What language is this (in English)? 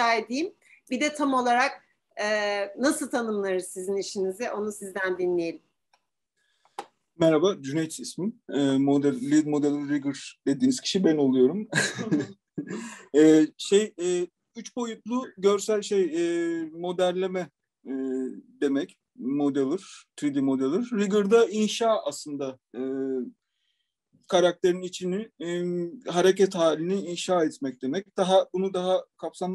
Turkish